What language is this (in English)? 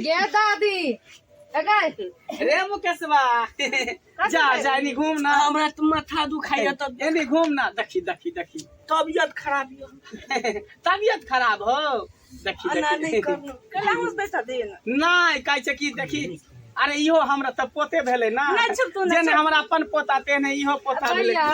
Maithili